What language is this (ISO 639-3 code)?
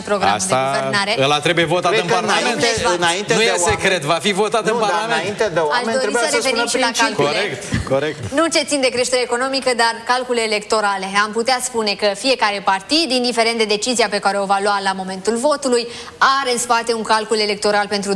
ron